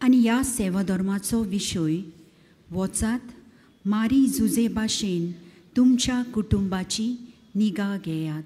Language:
Konkani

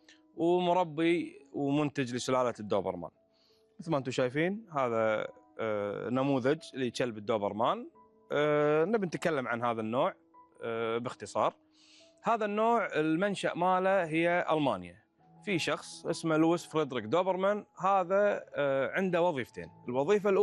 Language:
Gulf Arabic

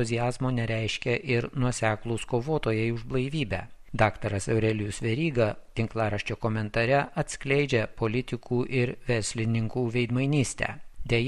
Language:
Lithuanian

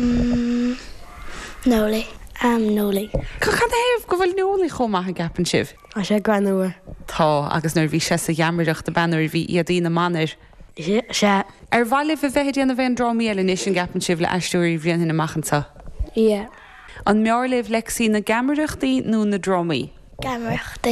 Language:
Irish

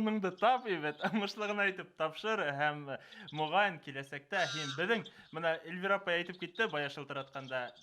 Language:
Bashkir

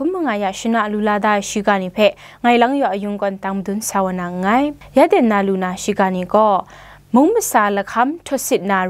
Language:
Kachin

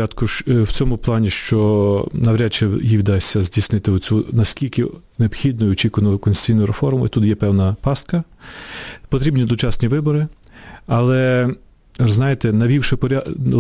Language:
Ukrainian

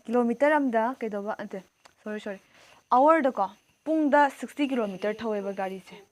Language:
Manipuri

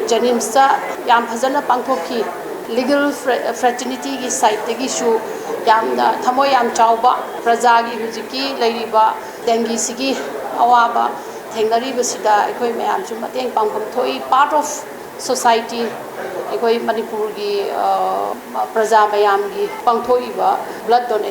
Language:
Manipuri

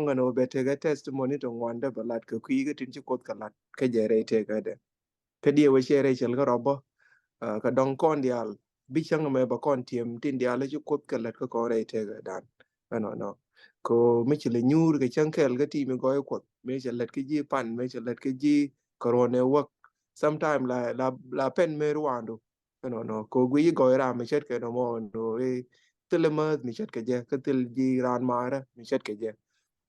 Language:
Nuer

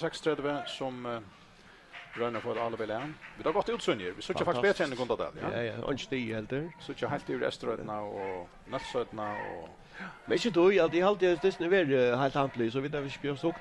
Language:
Faroese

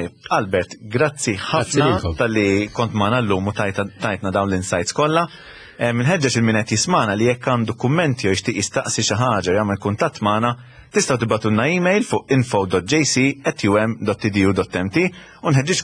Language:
Maltese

